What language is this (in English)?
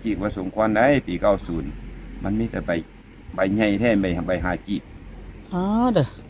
Northeastern Thai